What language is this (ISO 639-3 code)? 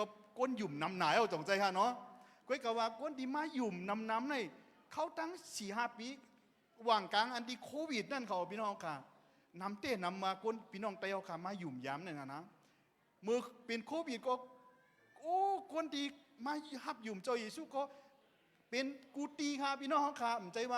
shn